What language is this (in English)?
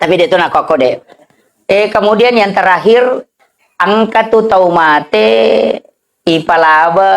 Buginese